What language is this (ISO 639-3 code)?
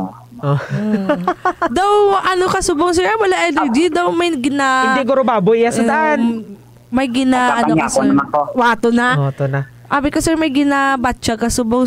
hil